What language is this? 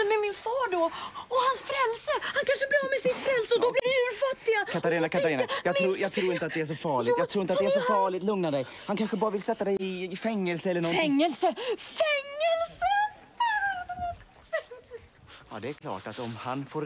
Swedish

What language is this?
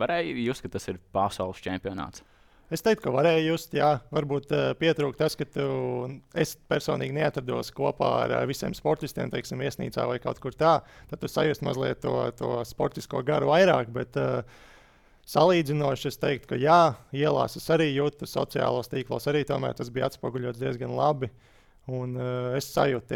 Latvian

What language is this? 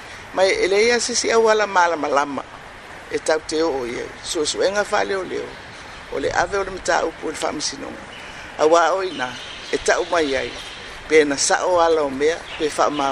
Samoan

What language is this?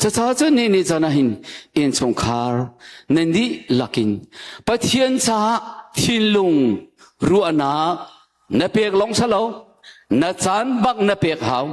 Hakha Chin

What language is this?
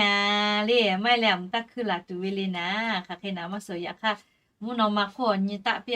Lahu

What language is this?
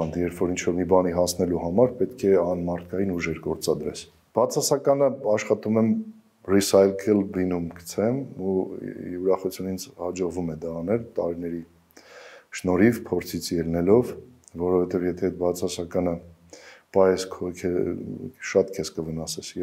Armenian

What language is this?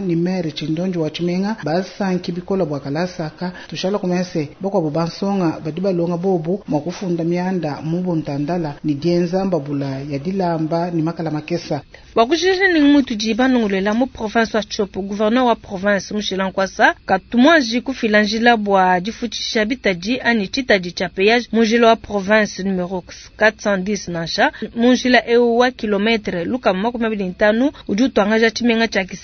Luba-Lulua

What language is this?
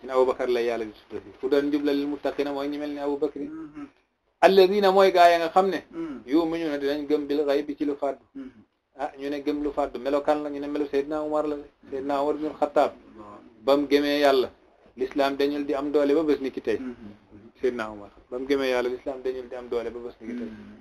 Wolof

